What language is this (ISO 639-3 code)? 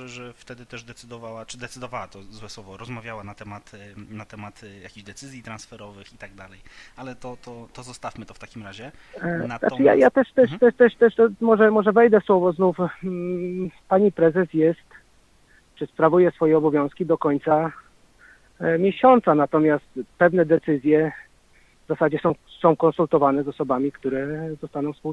pol